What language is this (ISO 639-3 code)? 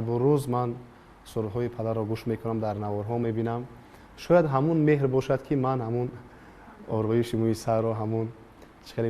tgk